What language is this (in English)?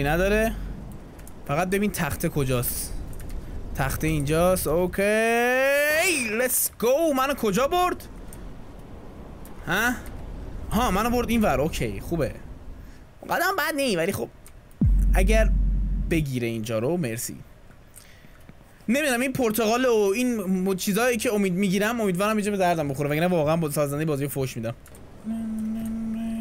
Persian